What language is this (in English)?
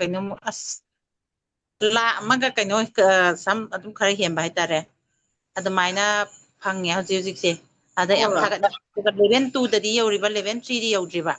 Manipuri